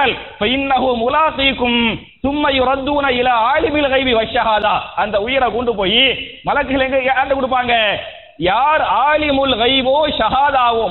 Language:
Tamil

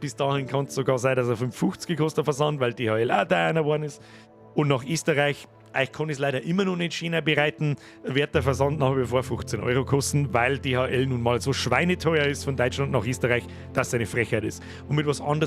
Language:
Bavarian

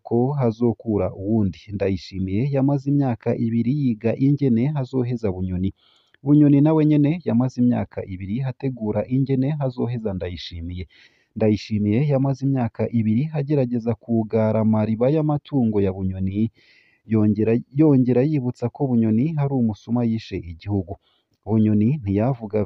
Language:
Rundi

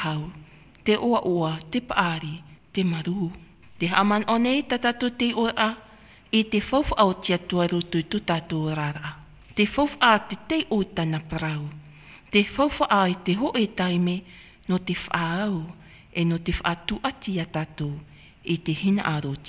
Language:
Tahitian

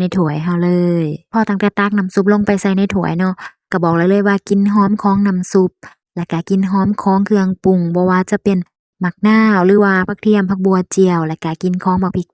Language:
Lao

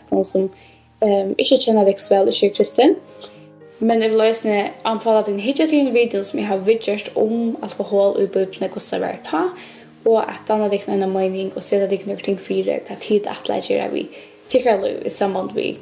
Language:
Faroese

